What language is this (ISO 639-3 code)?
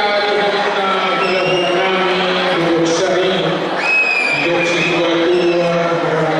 bbc